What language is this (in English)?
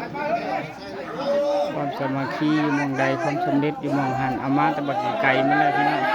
Lao